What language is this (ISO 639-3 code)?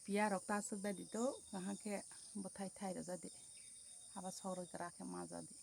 trp